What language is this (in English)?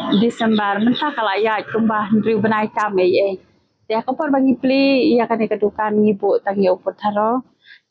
Khasi